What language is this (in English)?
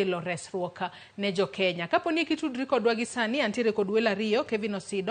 Luo (Kenya and Tanzania)